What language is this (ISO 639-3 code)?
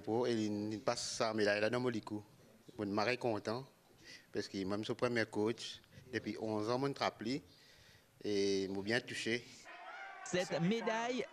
mfe